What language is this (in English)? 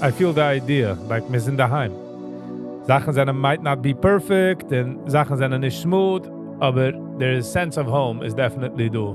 Yiddish